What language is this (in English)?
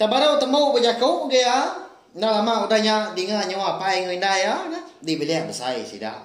Iban